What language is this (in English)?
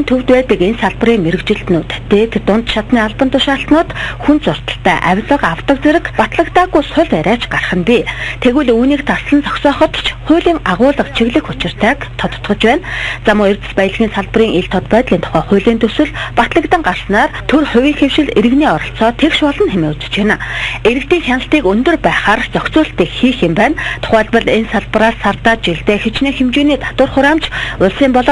Mongolian